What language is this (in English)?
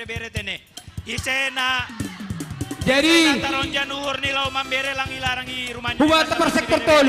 Batak Simalungun